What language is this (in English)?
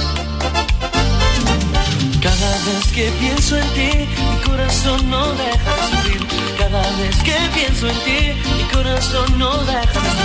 Spanish